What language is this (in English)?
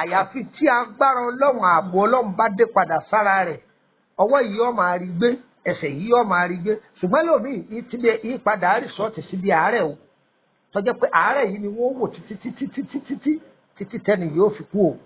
Yoruba